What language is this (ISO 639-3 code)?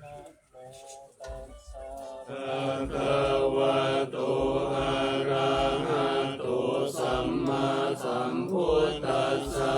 pli